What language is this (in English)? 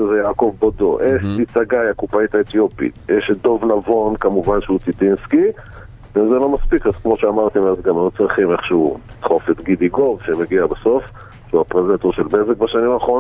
Hebrew